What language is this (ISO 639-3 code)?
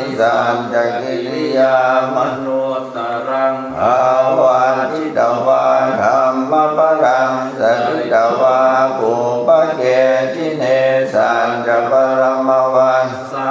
pli